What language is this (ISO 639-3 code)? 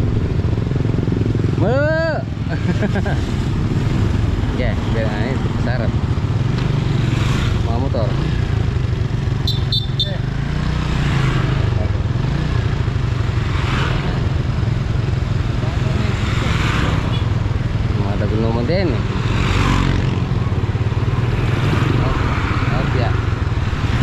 fil